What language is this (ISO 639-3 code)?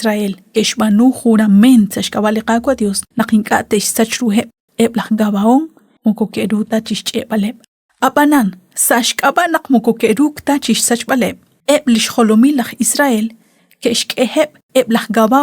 kek